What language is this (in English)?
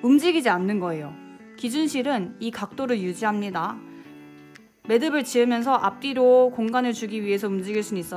Korean